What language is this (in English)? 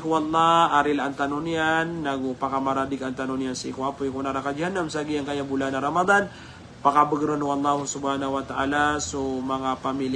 Maranao